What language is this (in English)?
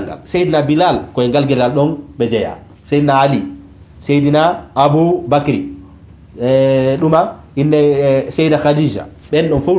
Fula